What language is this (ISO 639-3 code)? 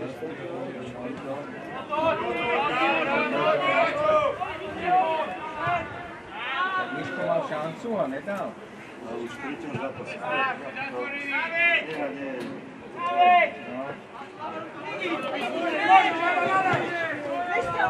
slk